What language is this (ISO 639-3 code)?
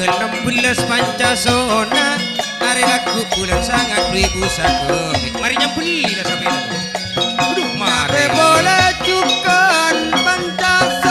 mad